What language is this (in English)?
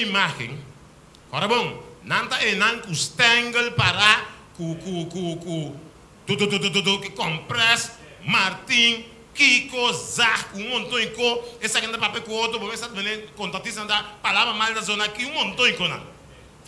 Papiamento